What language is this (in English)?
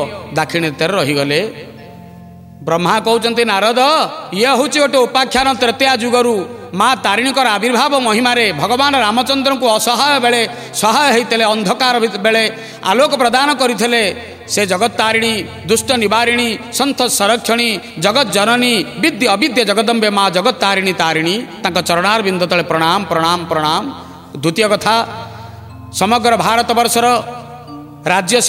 Odia